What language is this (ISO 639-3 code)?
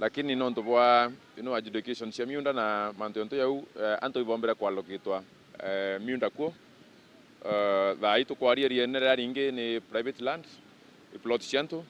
mer